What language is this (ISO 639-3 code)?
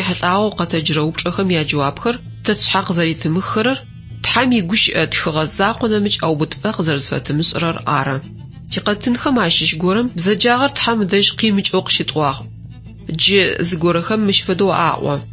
ady